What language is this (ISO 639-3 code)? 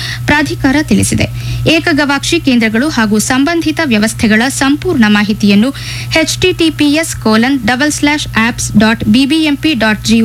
kan